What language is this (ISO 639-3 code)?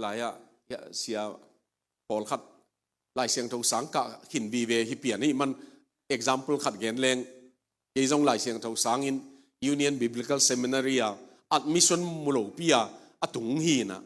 ctd